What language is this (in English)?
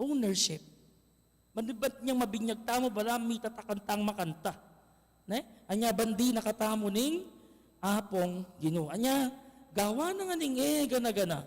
Pampanga